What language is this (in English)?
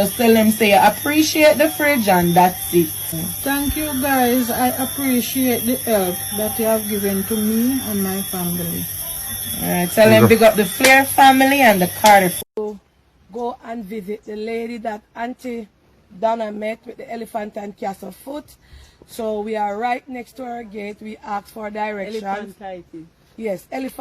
Jamaican Creole English